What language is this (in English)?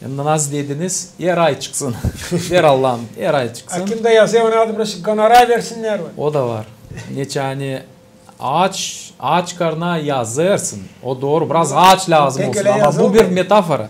Gagauz